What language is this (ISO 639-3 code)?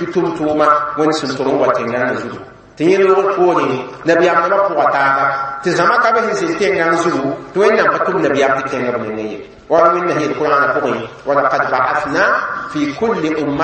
mos